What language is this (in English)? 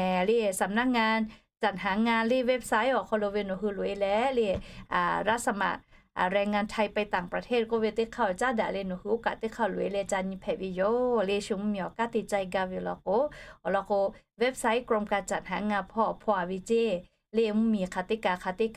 Lahu